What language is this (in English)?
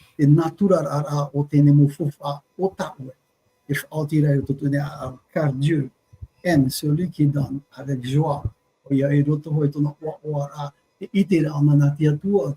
Tahitian